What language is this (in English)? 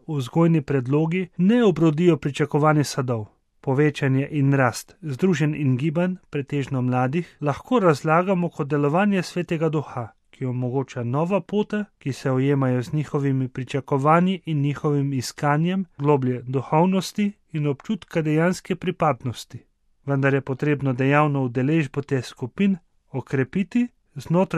Slovenian